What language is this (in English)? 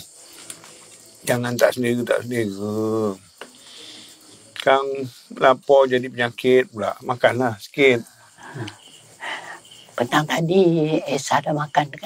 Malay